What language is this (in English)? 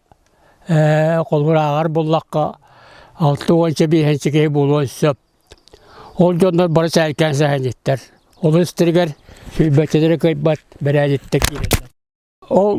Yakut